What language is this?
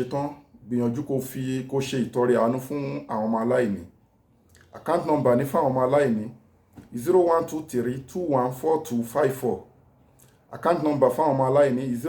Yoruba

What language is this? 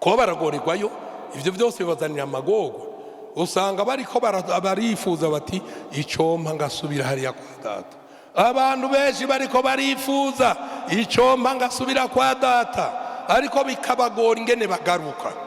Rundi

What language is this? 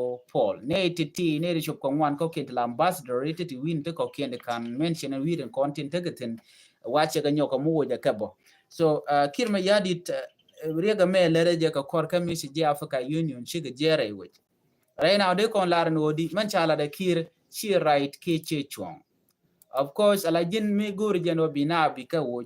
Nuer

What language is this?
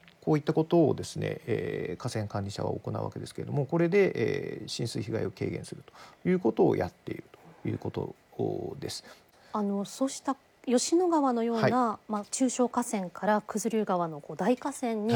Japanese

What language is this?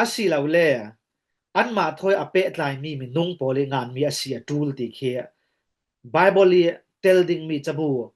Falam Chin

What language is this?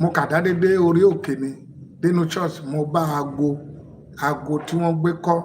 Yoruba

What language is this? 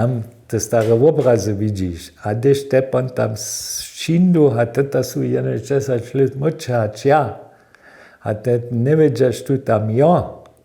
Upper Sorbian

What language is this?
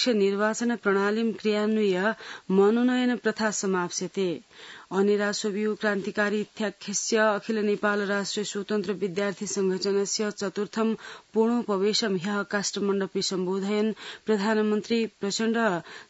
Sanskrit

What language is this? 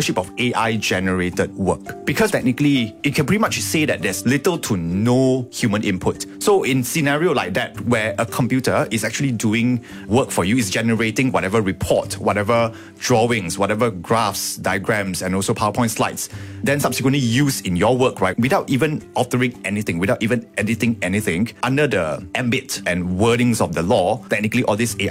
English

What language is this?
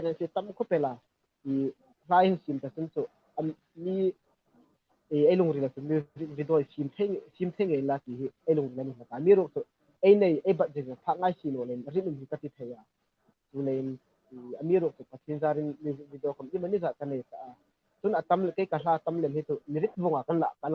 Hmar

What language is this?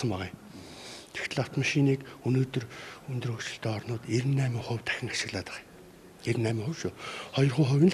Mongolian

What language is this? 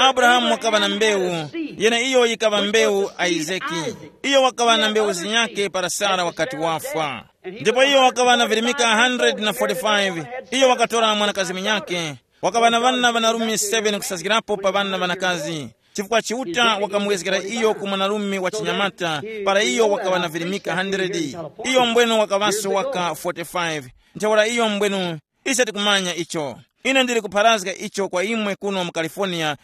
Tumbuka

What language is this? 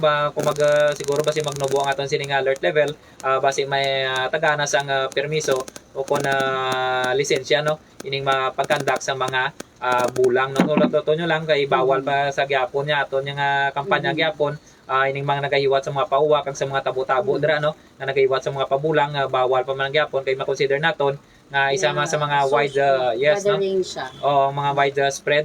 Hiligaynon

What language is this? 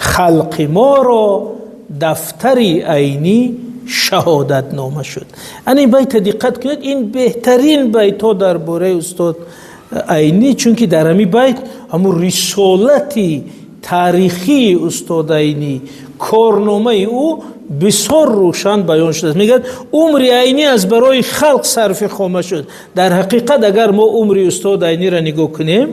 Tajik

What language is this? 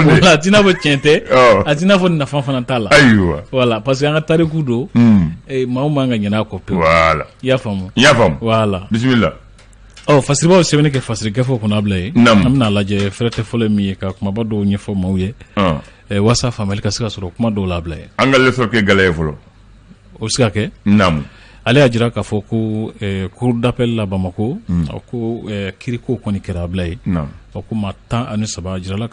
Bambara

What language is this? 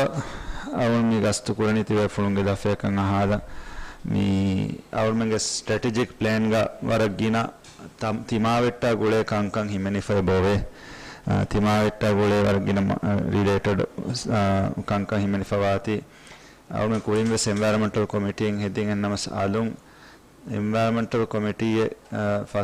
Divehi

